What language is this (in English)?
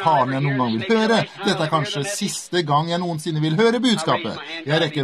Norwegian